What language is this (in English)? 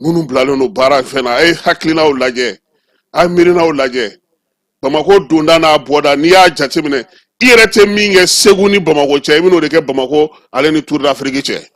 Bambara